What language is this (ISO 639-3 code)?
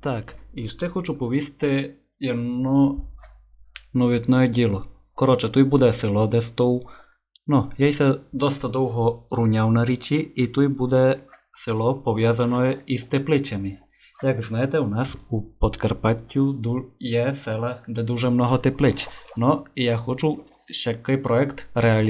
rue